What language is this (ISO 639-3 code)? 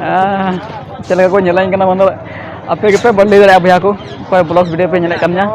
sat